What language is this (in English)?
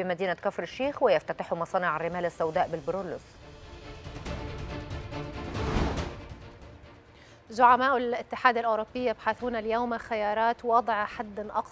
Arabic